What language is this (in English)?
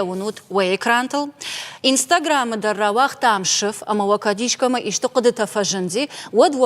Ossetic